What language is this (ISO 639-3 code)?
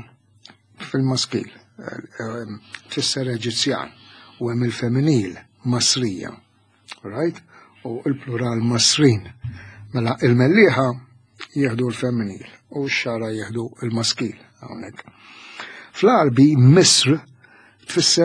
mlt